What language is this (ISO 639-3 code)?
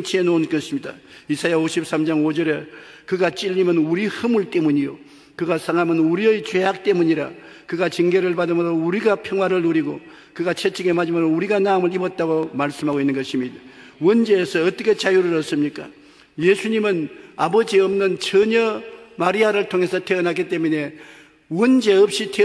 kor